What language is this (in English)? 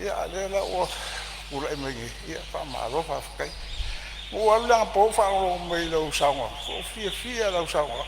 Samoan